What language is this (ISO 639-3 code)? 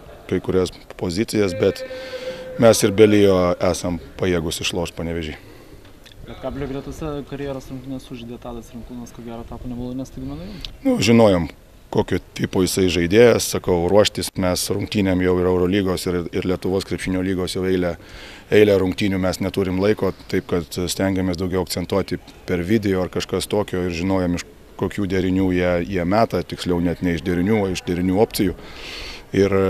lit